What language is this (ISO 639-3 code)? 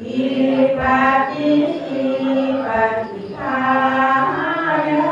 pli